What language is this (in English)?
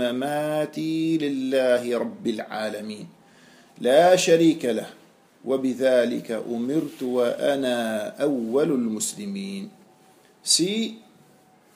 Danish